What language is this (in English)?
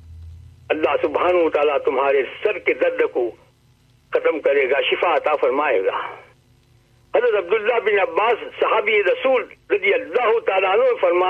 Urdu